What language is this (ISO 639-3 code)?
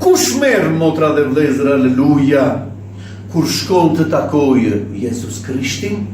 sqi